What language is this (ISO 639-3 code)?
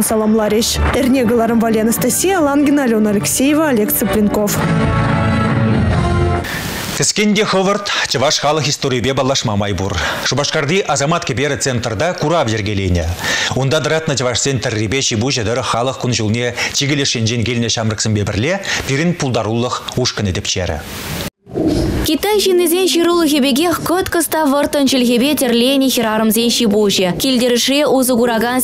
chv